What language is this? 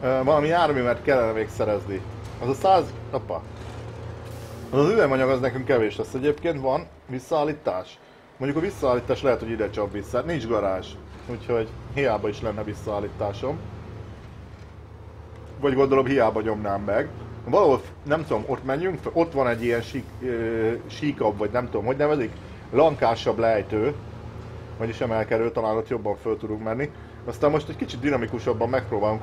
Hungarian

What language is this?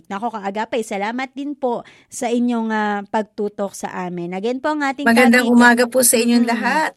Filipino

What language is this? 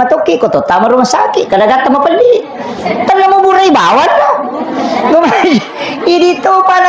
Buginese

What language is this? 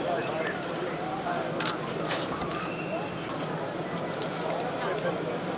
Bosnian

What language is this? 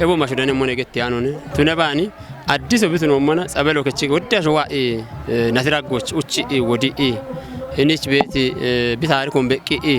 Kafa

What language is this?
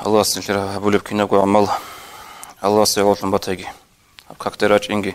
Avaric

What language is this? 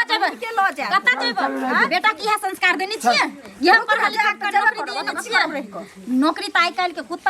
Maithili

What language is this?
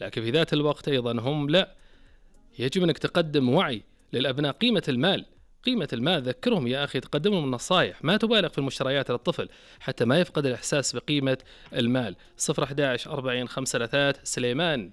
Najdi Arabic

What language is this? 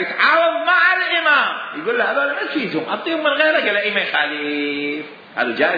Mesopotamian Arabic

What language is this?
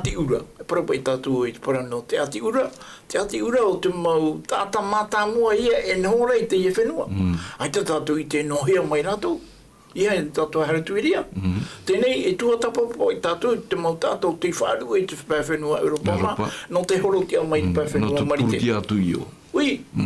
Tahitian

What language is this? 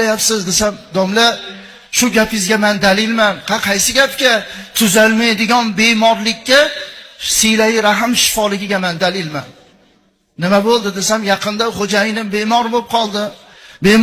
Uzbek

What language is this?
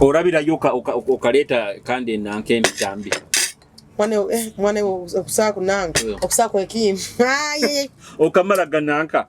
Nyoro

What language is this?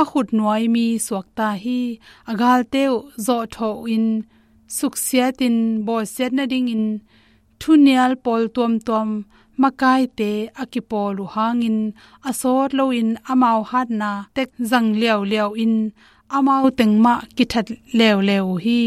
Tedim Chin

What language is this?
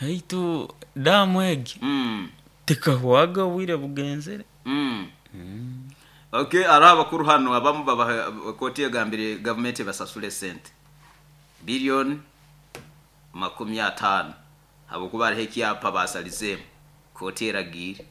Nyoro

